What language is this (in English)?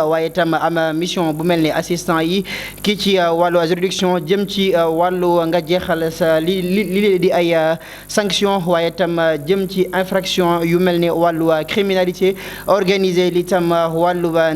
Wolof